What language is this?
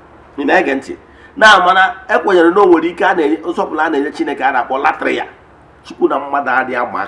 Igbo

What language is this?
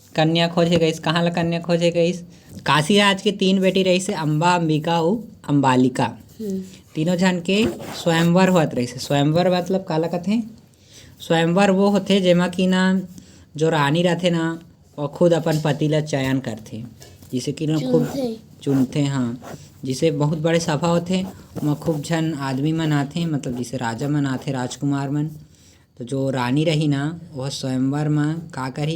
Chhattisgarhi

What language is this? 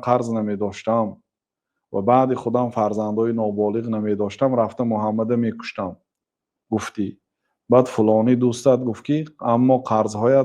Tajik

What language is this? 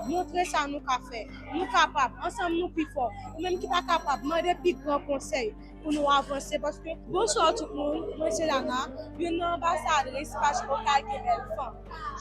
Haitian Creole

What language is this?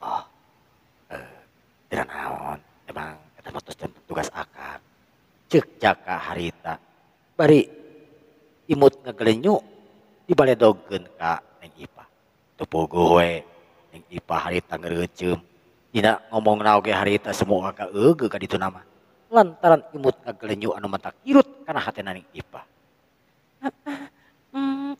Sundanese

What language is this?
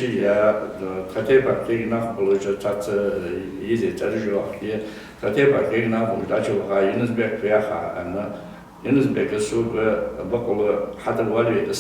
Ingush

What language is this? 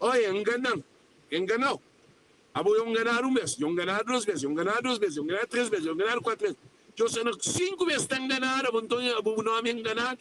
Kabuverdianu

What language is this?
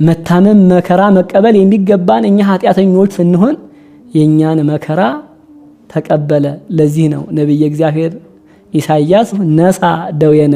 Amharic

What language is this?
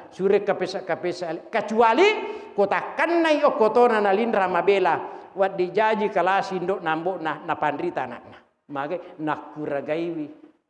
Buginese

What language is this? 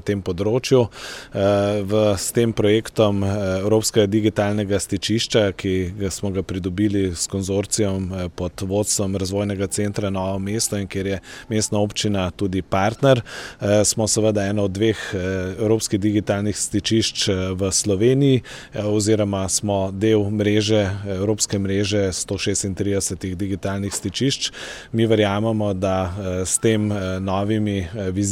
Slovenian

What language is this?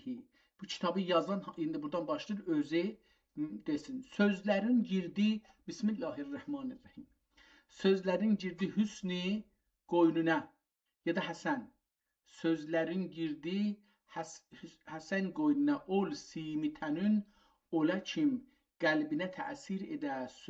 South Azerbaijani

